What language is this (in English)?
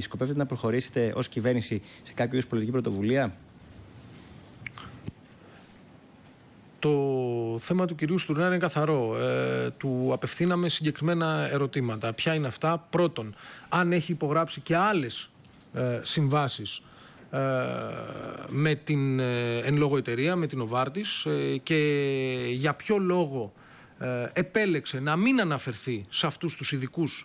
Greek